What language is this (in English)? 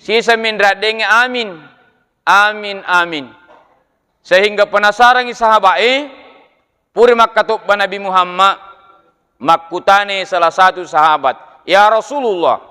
Buginese